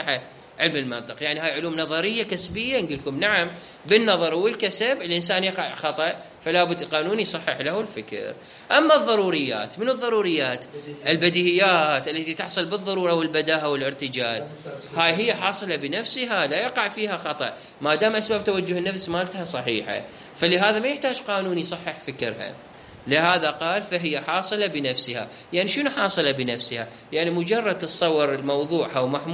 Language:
Mesopotamian Arabic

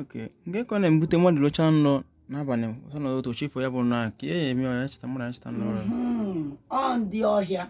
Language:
Igbo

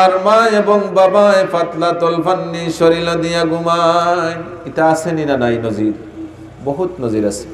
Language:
Sylheti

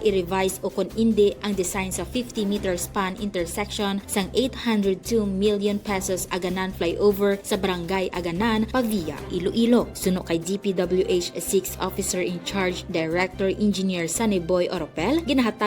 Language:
Hiligaynon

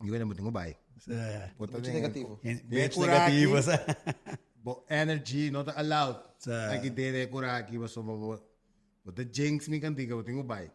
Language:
Papiamento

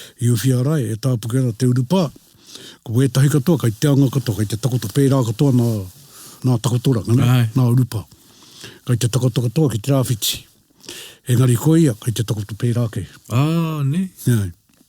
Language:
Māori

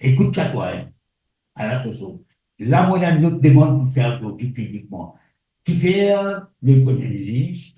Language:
Morisyen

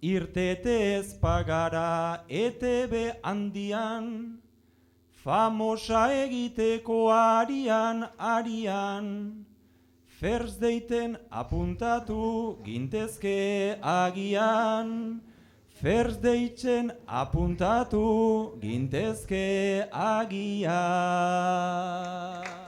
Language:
Basque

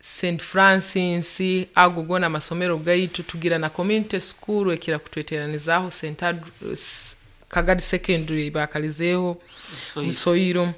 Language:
Nyoro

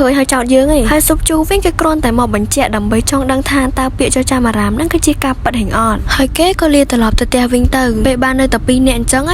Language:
Khmer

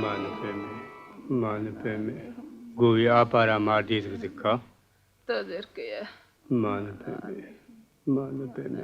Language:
Tibetan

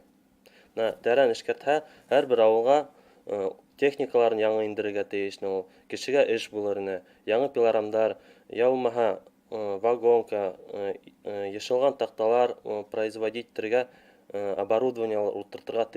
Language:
Bashkir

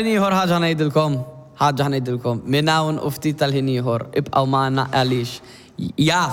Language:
Maltese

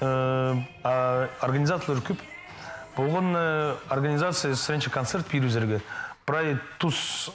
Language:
Khakas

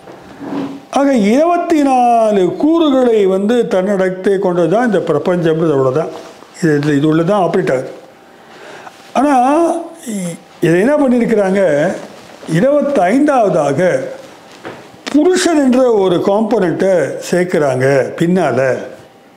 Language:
Tamil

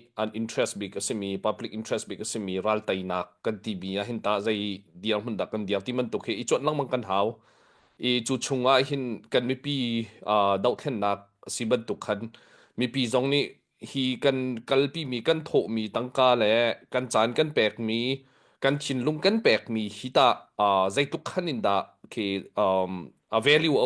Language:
Hakha Chin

